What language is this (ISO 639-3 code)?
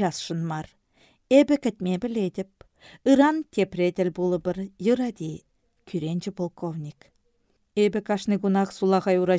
chv